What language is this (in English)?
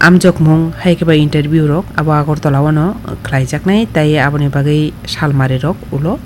Kok Borok